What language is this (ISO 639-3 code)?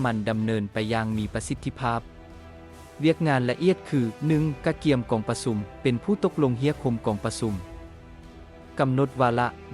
lao